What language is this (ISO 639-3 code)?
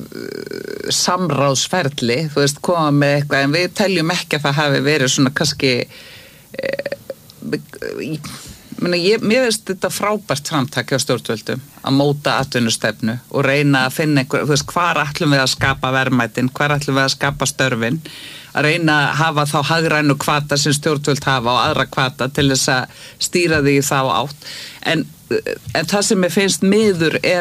isl